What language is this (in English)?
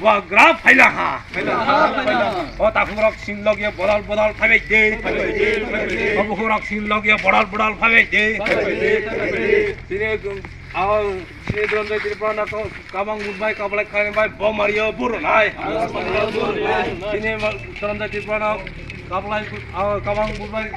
Kok Borok